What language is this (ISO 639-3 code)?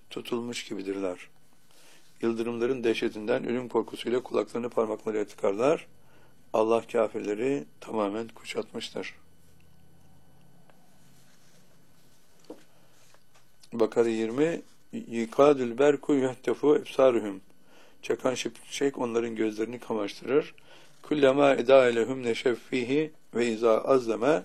tur